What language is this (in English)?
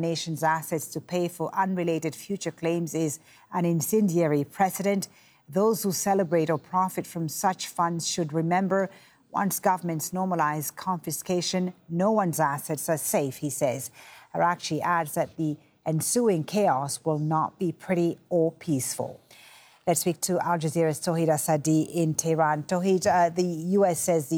English